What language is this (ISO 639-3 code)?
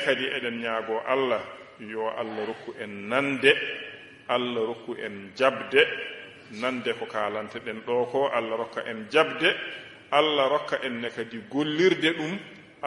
ful